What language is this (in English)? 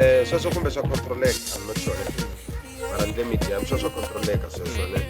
Tsonga